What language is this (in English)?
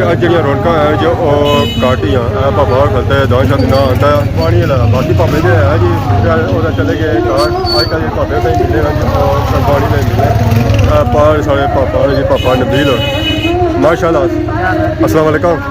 Pahari-Potwari